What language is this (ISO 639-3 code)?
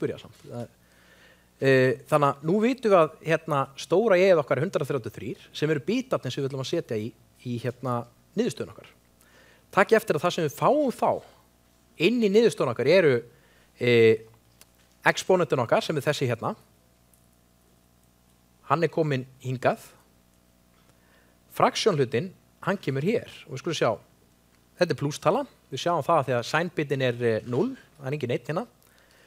isl